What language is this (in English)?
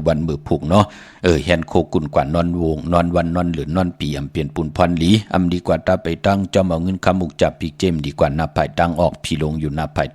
Shan